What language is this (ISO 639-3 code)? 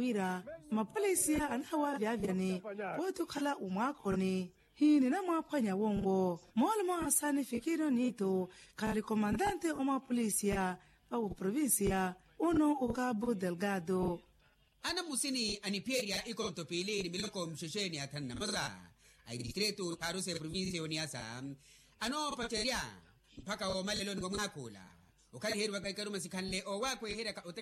vmw